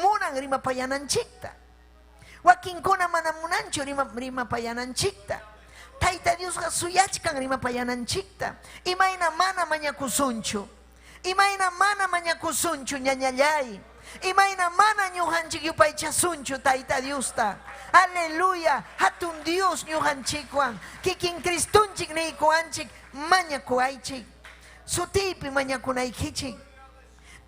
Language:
Ayacucho Quechua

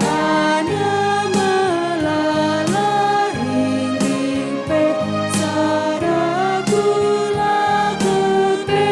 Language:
Batak Karo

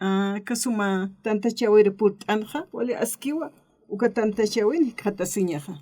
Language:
Aymara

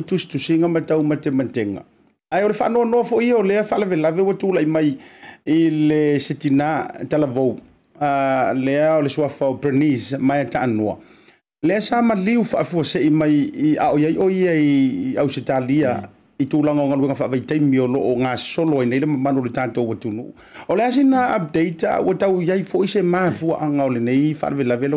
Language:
Samoan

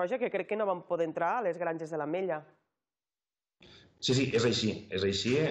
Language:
Catalan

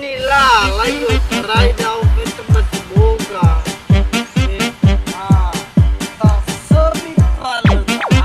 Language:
Nias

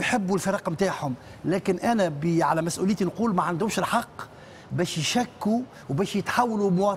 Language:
Tunisian Arabic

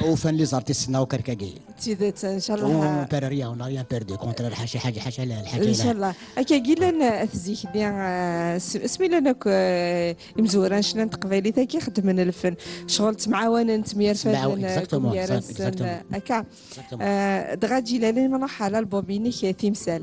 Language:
Kabyle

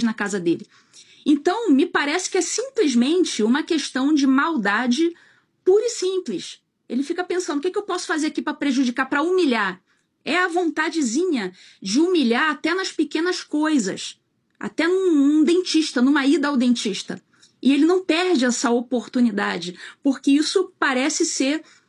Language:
Portuguese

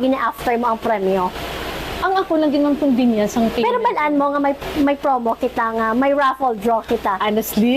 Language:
Hiligaynon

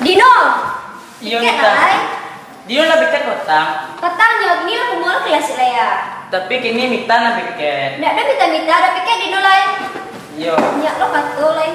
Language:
Minangkabau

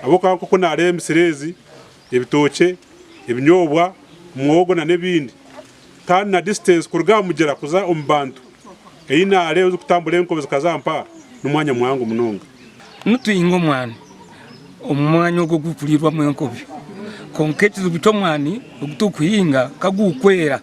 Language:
Nyankole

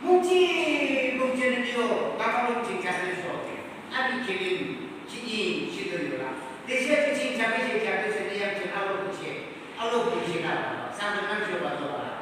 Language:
Yimchungru Naga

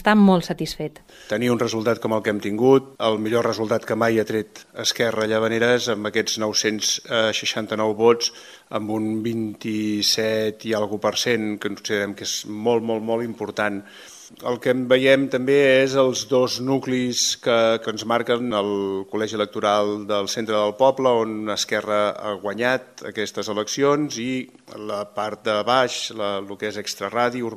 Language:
Catalan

